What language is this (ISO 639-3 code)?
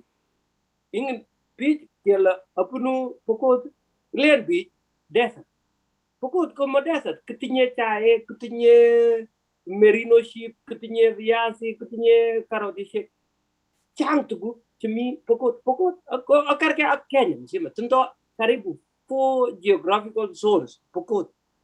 kln